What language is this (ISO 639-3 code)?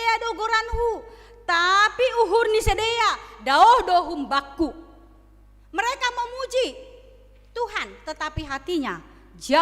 bts